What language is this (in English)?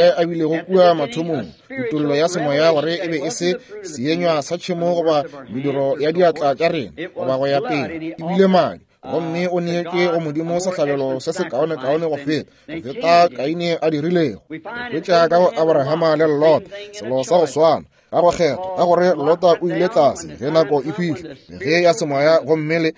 Northern Sotho